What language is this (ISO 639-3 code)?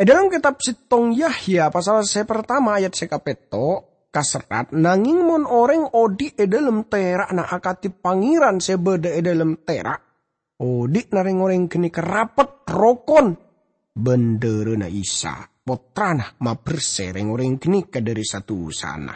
mad